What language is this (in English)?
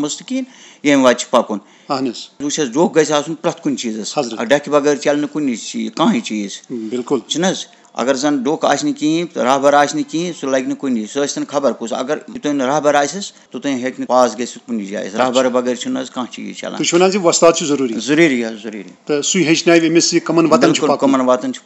Kashmiri